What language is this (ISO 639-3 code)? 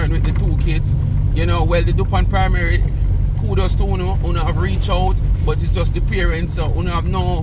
jam